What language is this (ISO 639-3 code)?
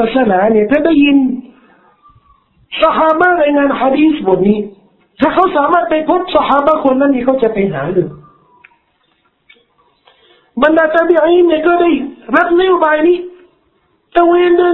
tha